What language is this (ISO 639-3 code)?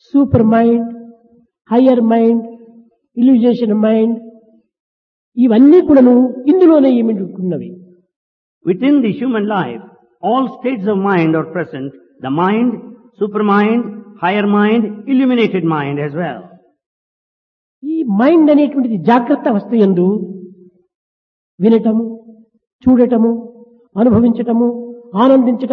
tel